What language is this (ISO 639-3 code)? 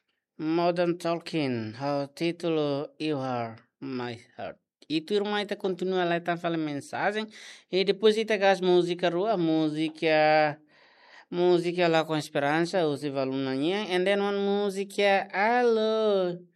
tet